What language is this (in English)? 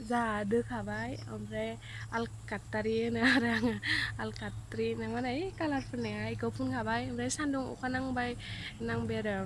Bodo